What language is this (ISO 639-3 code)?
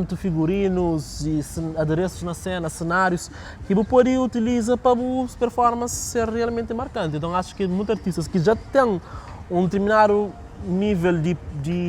kea